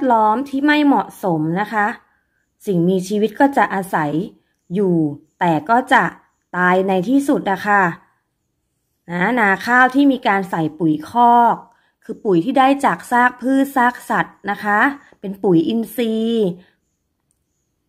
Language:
Thai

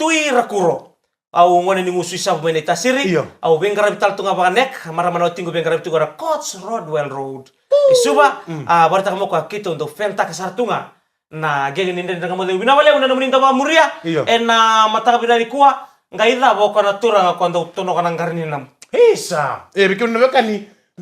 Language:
Fijian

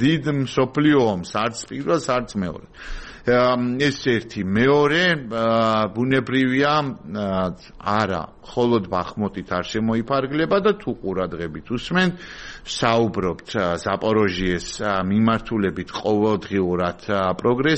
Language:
Georgian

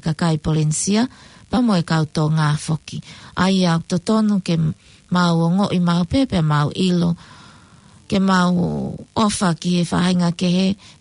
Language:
Tongan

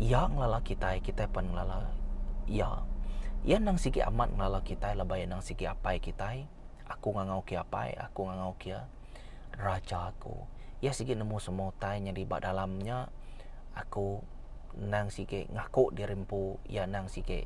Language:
Iban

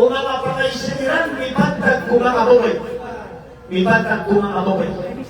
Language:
Maranao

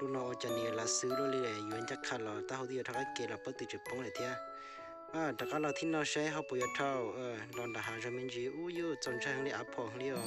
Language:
Hmong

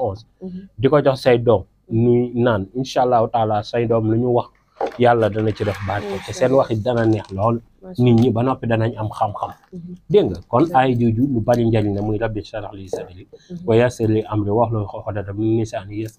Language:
Wolof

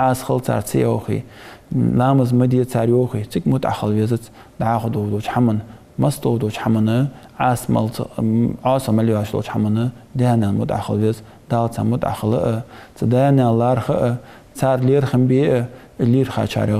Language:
Ingush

